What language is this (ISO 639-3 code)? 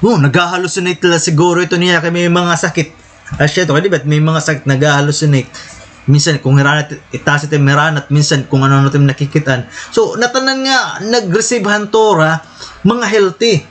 war